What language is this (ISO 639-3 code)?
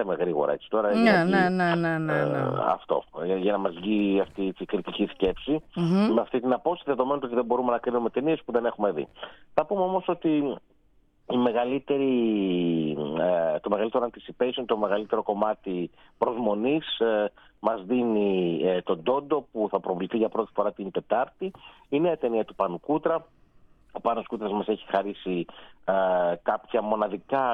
ell